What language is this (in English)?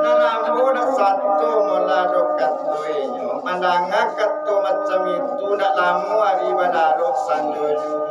Minangkabau